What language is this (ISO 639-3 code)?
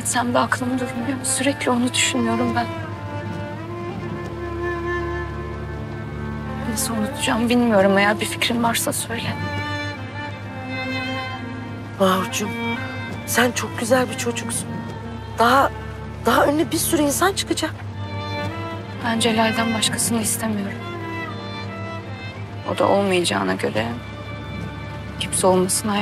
tur